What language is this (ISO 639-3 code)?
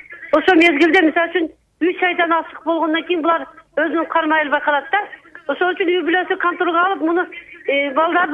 kir